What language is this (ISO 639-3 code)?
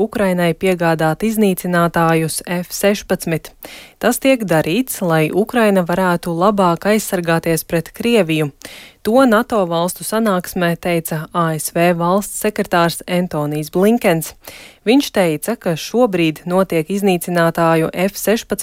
lav